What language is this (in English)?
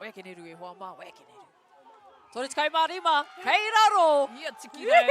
Māori